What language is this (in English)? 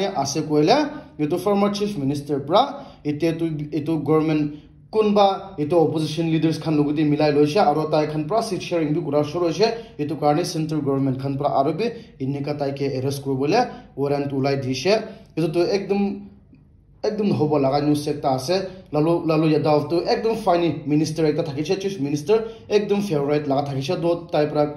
Naga Pidgin